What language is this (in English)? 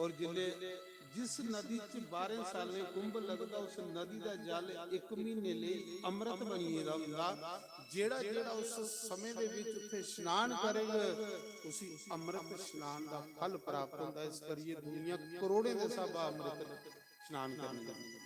Dogri